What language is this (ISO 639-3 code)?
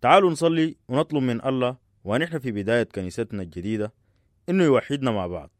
apd